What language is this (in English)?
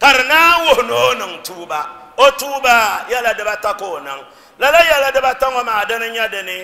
Dagbani